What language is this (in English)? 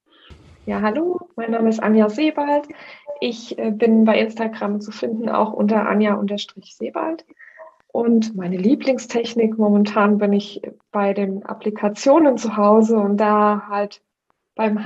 German